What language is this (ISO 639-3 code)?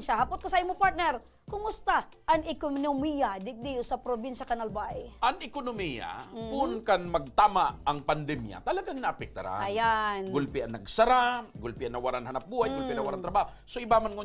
bik